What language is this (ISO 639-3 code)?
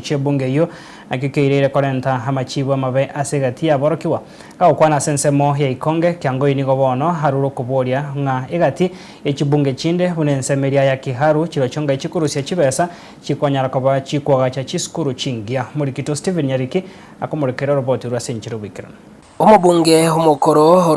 guz